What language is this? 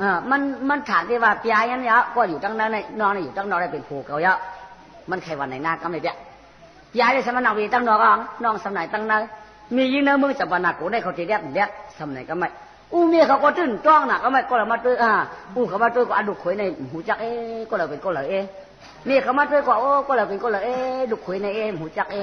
Shan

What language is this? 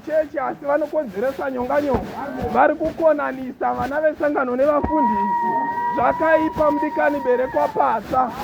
Shona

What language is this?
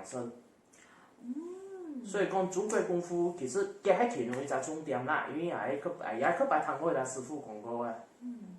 Hakka Chinese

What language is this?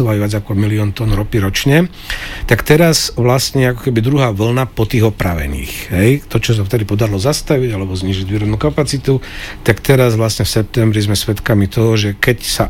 Slovak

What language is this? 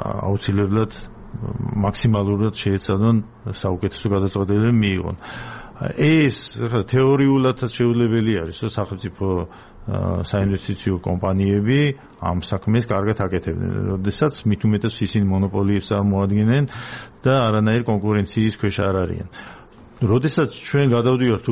Georgian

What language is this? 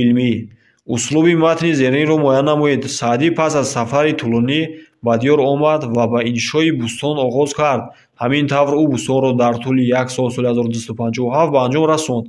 Tajik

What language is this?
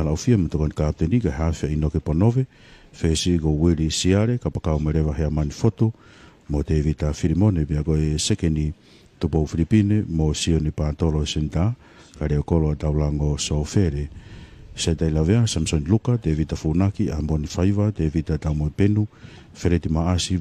Tongan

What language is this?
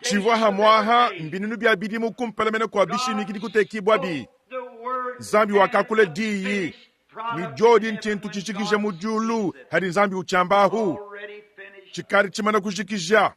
Luba-Lulua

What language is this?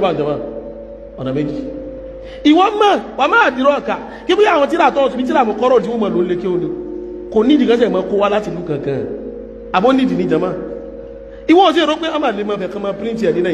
Yoruba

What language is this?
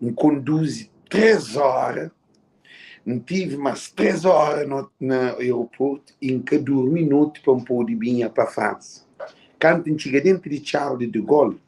Kabuverdianu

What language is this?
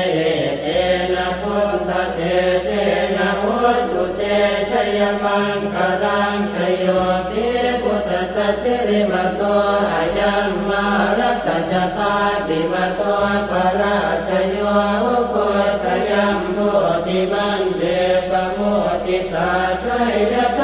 Pali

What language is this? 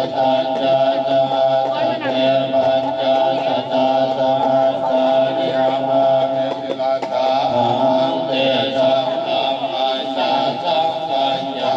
Pali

